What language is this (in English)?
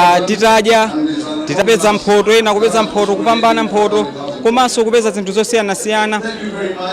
Nyanja